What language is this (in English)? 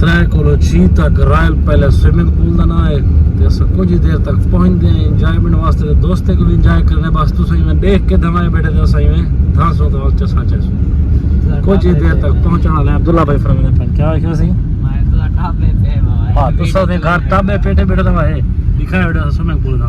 Saraiki